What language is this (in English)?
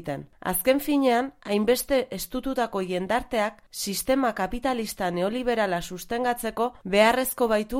Basque